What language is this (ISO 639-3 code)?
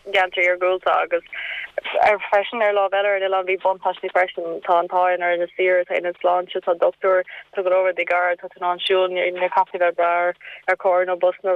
gle